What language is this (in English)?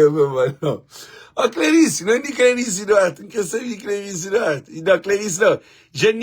Kabuverdianu